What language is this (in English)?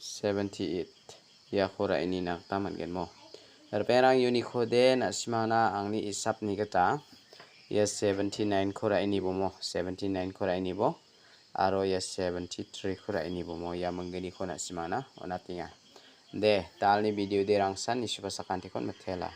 Garo